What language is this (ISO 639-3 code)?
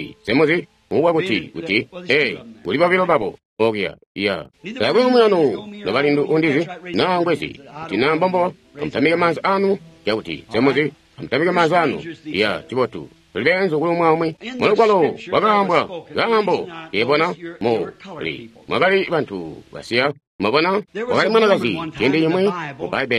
toi